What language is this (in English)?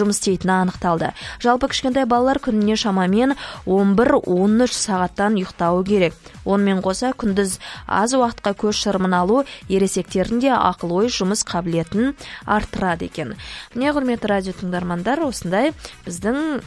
Kazakh